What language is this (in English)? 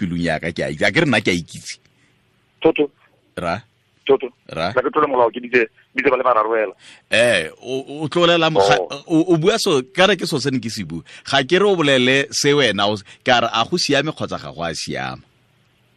Tswana